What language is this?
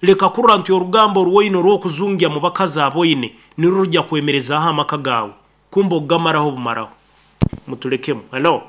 Nyankole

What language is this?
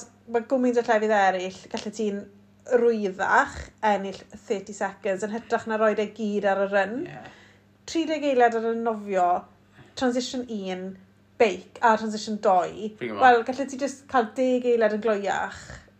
Welsh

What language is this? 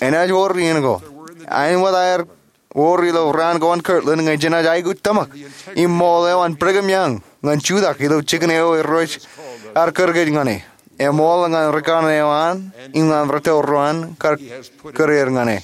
Marshallese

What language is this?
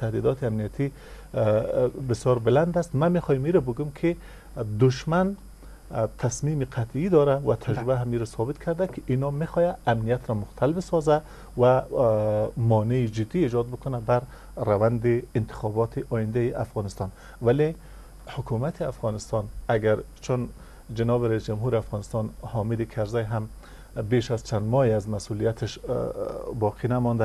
Persian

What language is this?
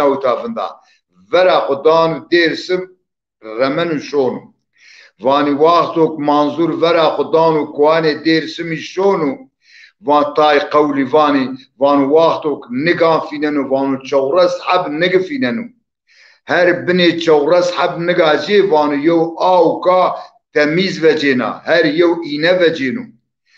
Zaza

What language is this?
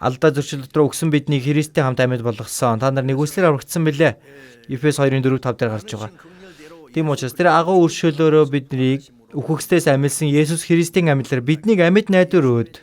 Mongolian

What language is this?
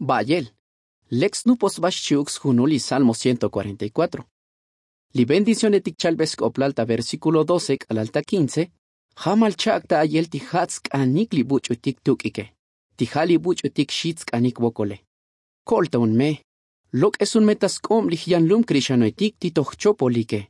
Tzotzil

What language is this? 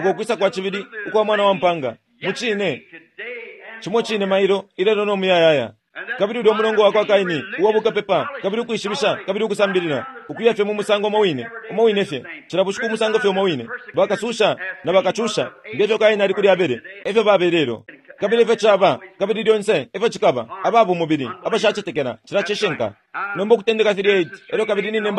Bemba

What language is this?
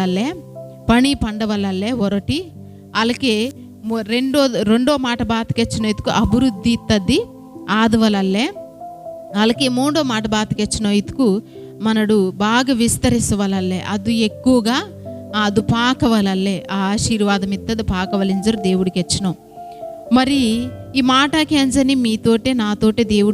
Koya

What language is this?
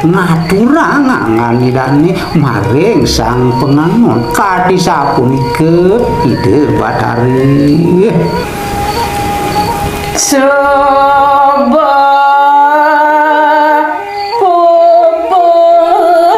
Balinese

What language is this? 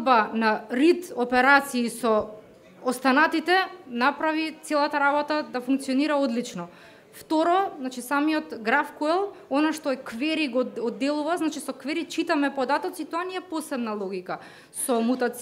Macedonian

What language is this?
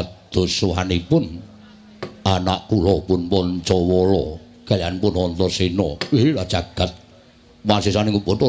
Javanese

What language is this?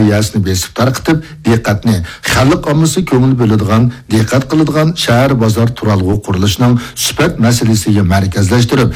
Uyghur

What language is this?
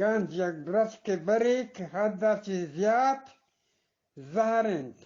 Eastern Balochi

